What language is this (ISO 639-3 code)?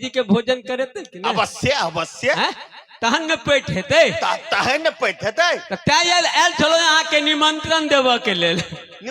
mai